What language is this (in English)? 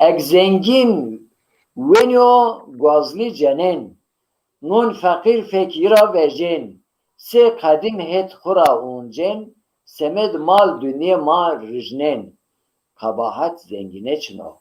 Zaza